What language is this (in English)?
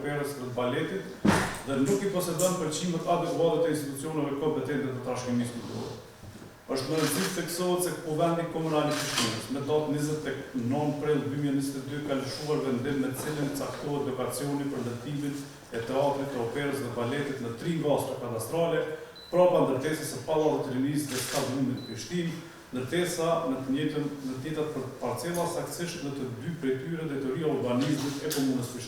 Albanian